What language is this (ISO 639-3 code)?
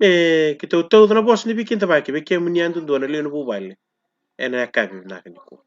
fij